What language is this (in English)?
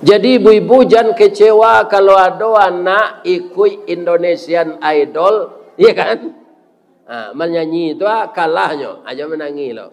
Minangkabau